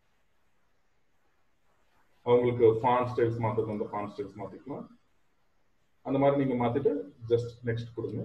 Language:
Tamil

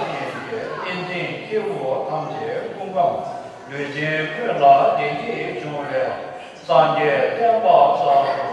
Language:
Tibetan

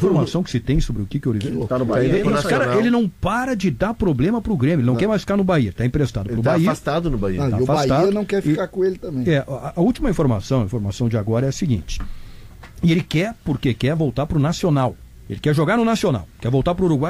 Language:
Portuguese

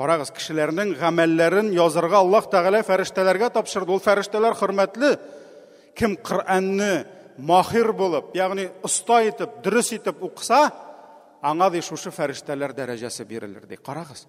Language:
Tatar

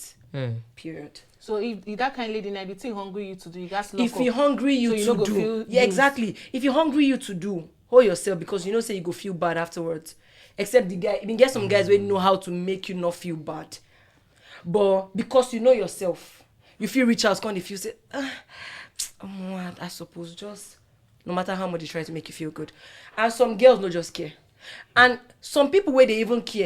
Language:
Nigerian Pidgin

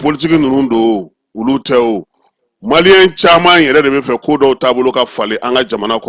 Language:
Bambara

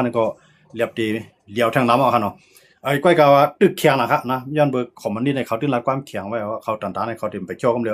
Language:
Shan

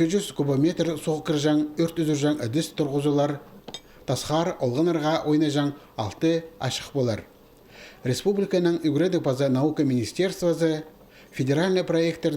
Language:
Khakas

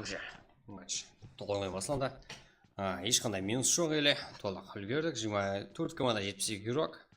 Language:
Kara-Kalpak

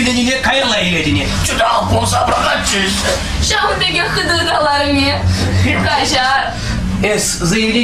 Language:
Chuvash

